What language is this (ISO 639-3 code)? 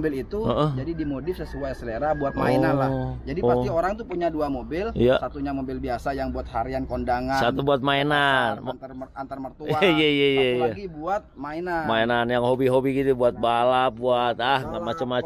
ind